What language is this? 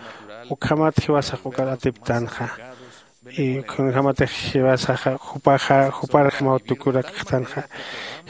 Aymara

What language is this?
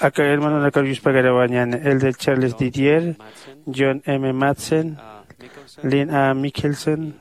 Aymara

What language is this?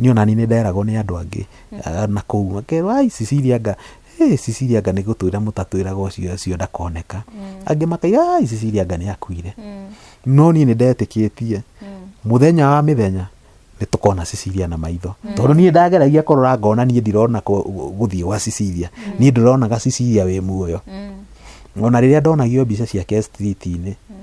Kikuyu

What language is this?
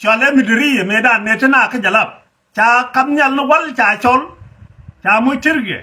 Nuer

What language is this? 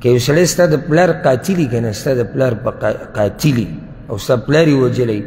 Pashto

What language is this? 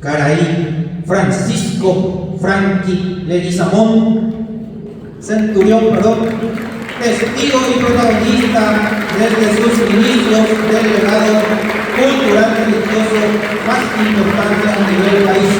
Guarani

